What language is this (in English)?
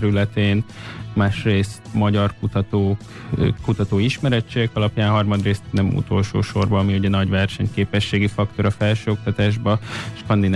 Hungarian